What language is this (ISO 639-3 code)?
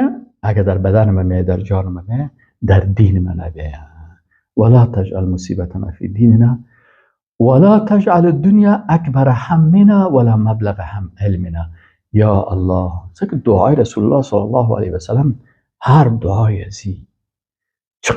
fas